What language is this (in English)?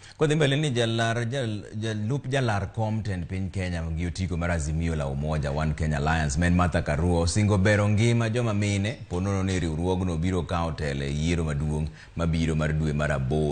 Luo (Kenya and Tanzania)